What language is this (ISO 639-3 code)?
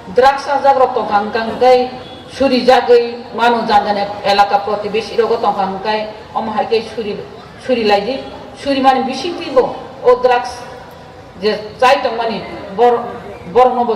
trp